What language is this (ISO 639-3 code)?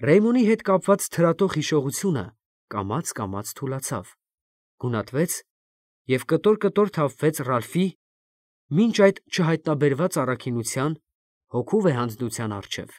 hye